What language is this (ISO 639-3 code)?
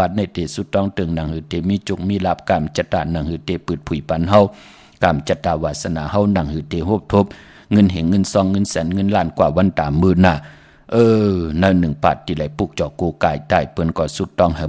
shn